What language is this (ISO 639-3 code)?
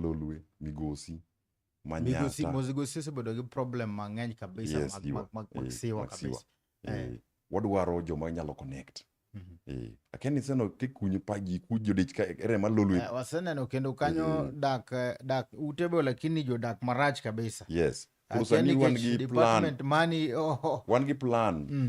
luo